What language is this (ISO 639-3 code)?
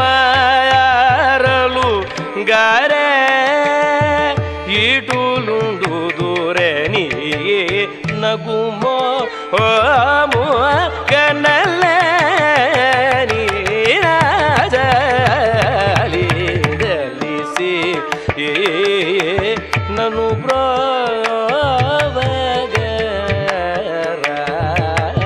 tel